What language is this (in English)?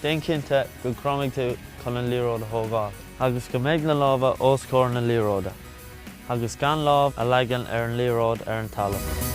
Irish